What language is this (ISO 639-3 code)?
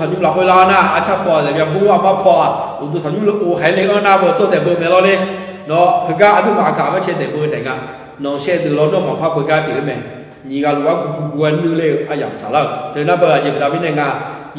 ahk